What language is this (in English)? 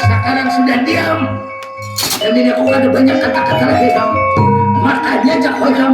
Banjar